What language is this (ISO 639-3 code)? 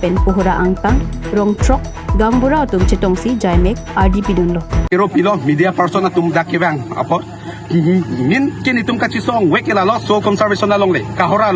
mjw